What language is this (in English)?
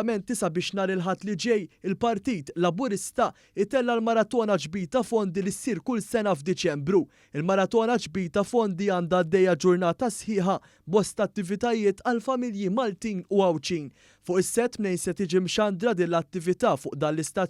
Maltese